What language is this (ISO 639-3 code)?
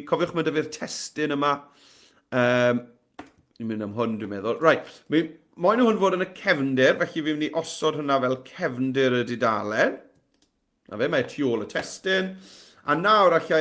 cym